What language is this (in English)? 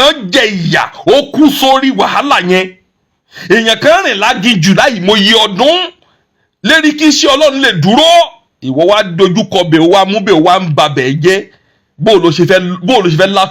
Yoruba